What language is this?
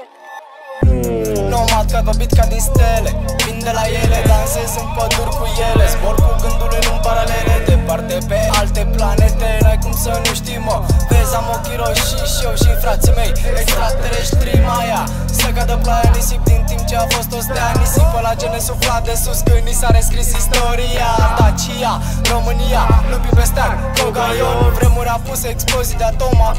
Romanian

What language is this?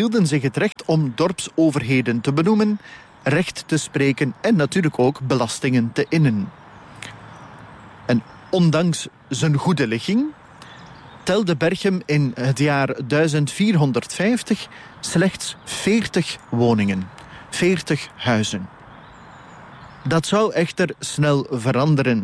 Dutch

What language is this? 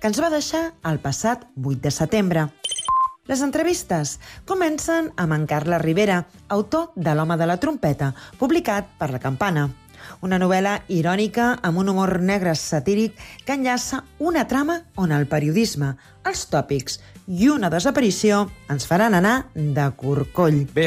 Catalan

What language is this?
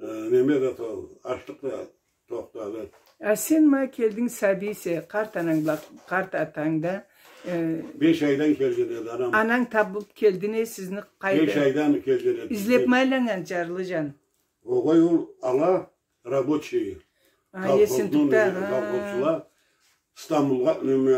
Karachay-Balkar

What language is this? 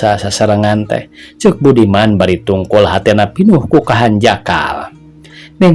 Sundanese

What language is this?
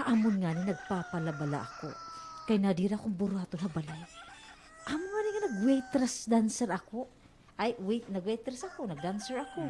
Waray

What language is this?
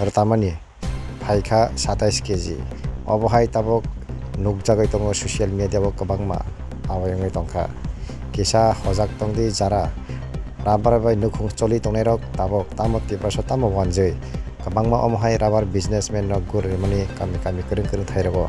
Kok Borok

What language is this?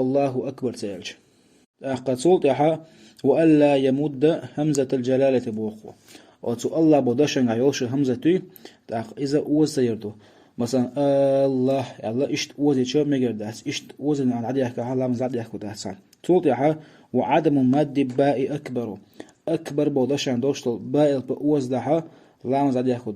Chechen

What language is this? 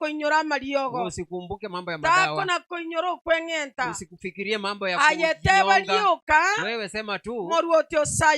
Gusii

